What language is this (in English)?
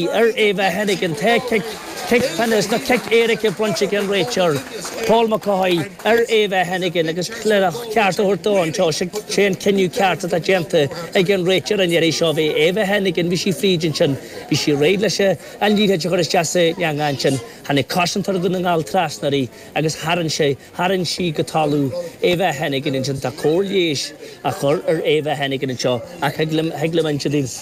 Irish